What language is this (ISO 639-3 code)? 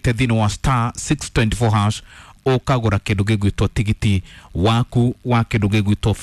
kik